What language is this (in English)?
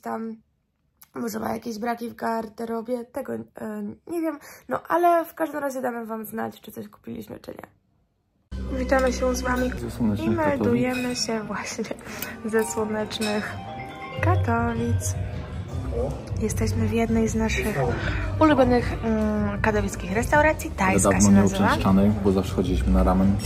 Polish